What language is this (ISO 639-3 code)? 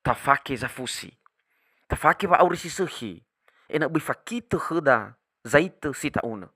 nia